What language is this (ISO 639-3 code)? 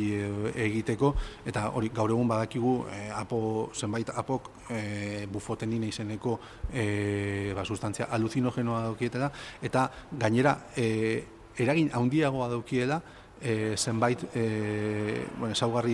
eus